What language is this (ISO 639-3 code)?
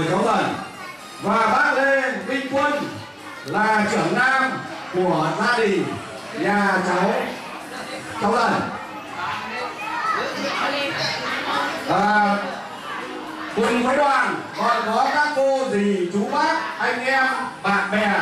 vie